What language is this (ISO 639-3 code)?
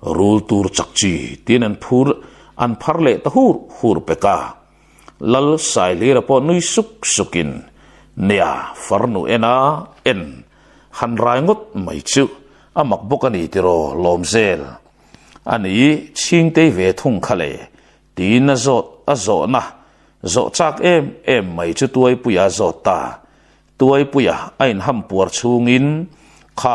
lus